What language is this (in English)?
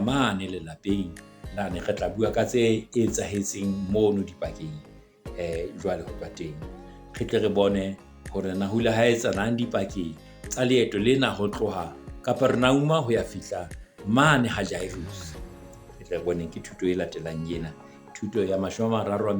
Southern Sotho